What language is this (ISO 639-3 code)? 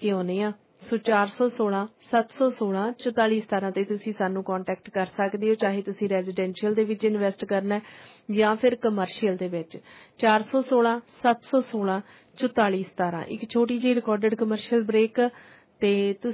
pan